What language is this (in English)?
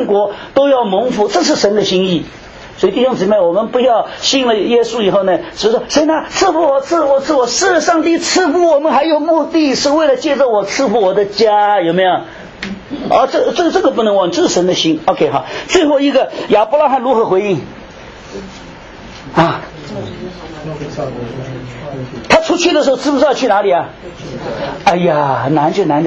Chinese